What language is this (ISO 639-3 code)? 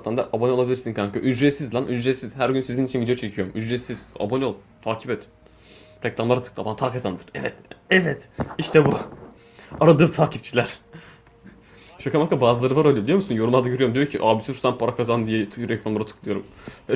tur